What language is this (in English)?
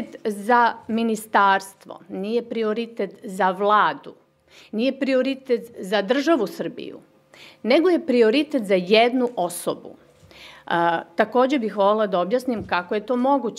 Serbian